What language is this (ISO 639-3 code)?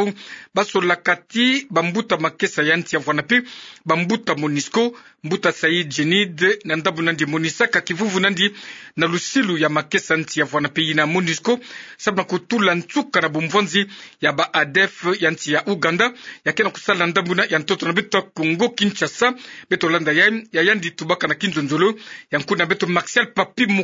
ktu